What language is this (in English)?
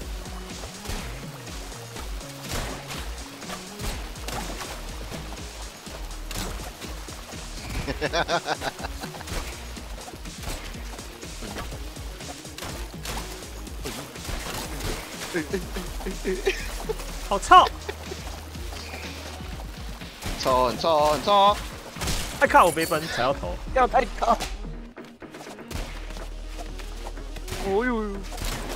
Chinese